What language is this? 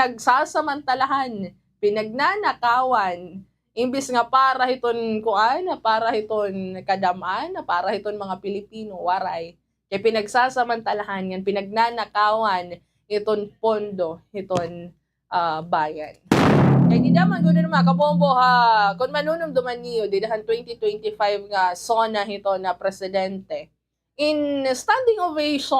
Waray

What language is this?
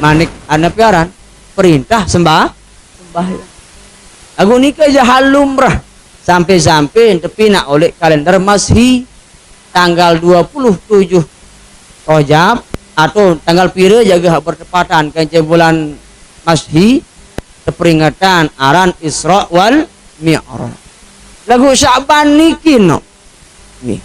Sasak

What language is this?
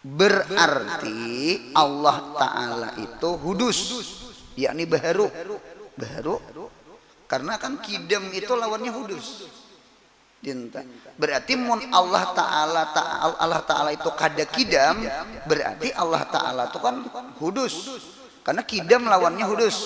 Banjar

